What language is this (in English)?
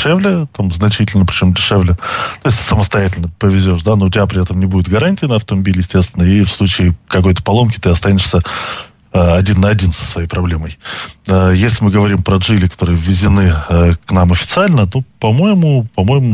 Russian